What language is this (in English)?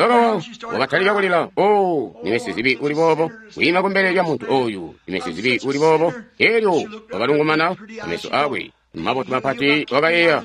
Tonga (Zambia)